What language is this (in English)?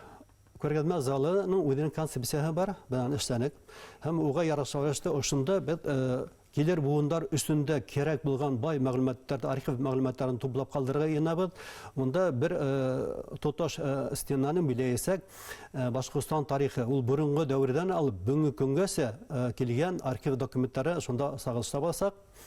Bashkir